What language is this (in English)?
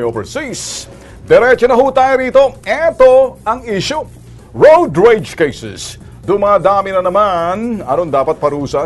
Filipino